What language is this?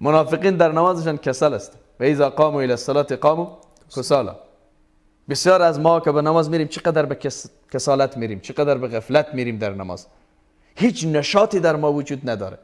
Persian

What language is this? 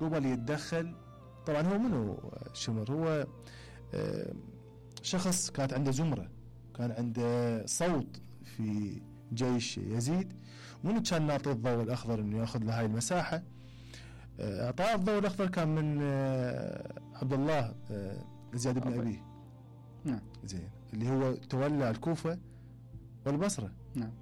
Mesopotamian Arabic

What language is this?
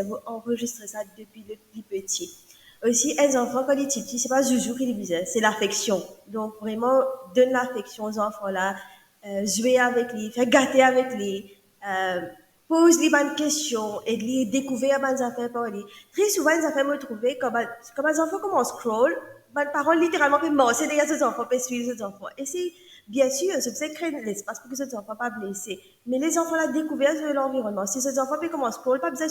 Morisyen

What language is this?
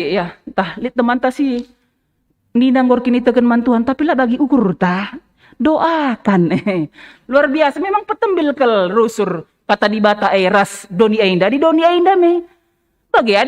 Batak Karo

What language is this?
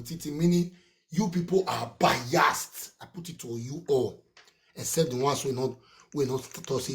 Nigerian Pidgin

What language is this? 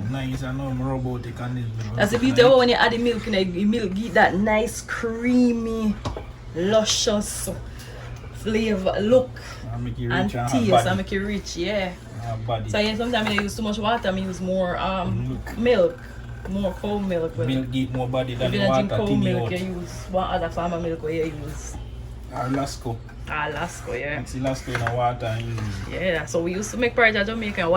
Jamaican Creole English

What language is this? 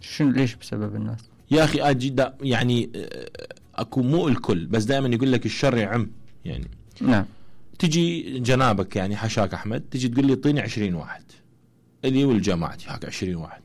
Mesopotamian Arabic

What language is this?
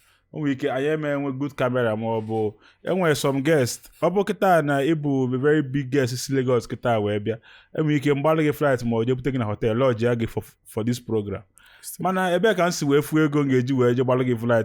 Igbo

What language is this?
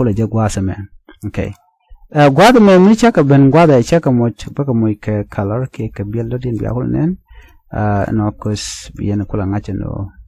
Nuer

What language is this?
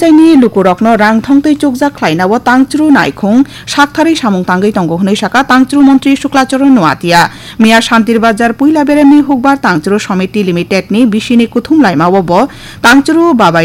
Kok Borok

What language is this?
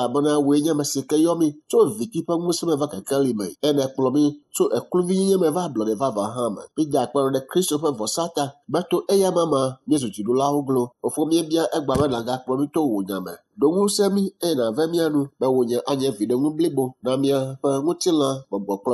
Ewe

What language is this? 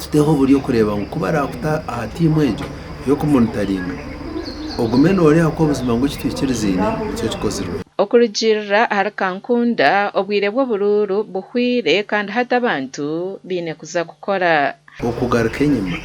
Nyankole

